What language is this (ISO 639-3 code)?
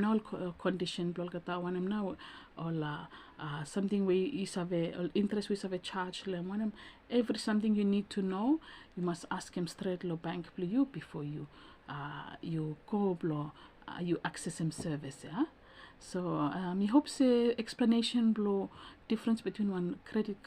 bis